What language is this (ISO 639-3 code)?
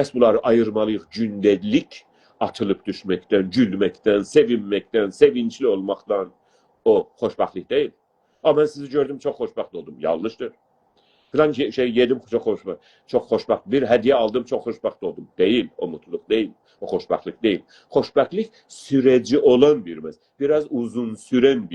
azb